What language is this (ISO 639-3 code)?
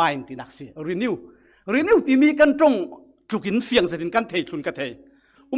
cfm